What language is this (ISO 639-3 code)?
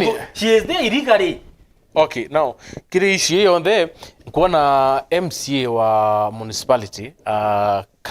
mer